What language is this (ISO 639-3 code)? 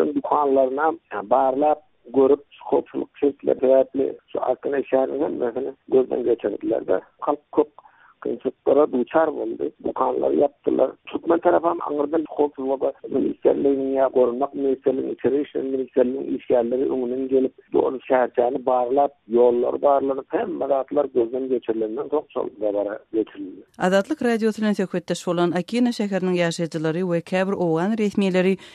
tuk